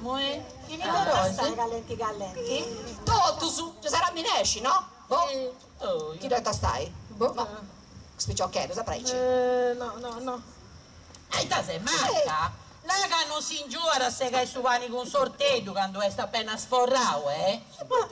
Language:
Sardinian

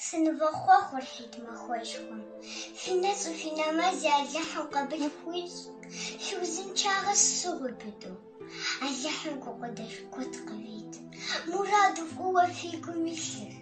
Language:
Kabardian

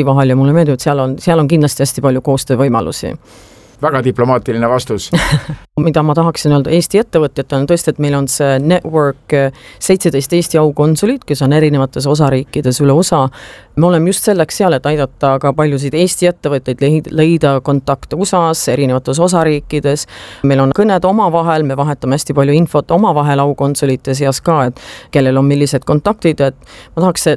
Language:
Estonian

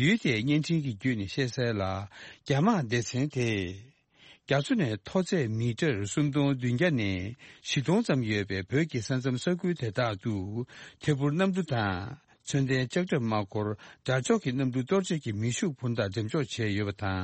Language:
Tibetan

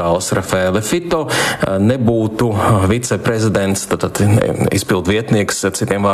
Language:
Latvian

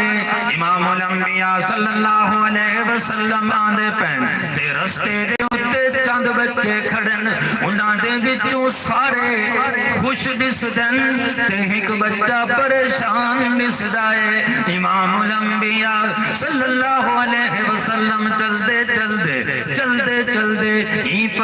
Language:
Saraiki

